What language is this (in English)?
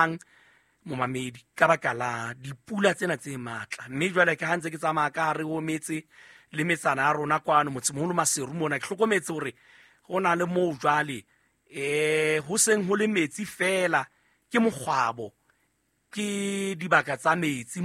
Southern Sotho